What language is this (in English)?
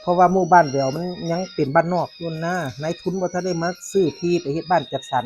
Northeastern Thai